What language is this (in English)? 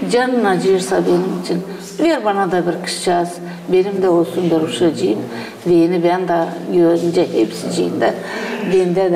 Gagauz